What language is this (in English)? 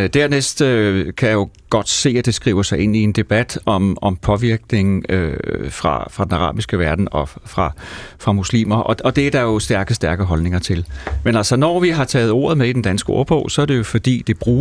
Danish